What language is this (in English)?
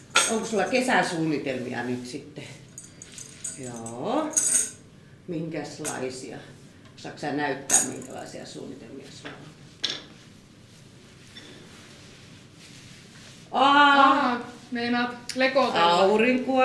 Finnish